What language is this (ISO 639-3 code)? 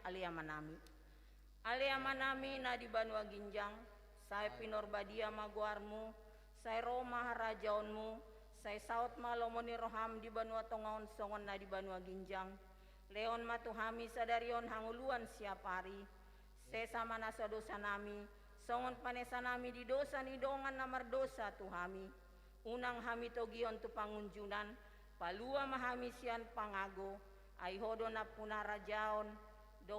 bbc